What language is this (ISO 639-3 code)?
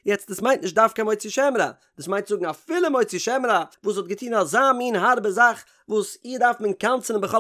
yid